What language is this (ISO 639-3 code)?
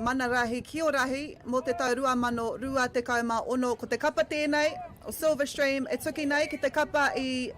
mri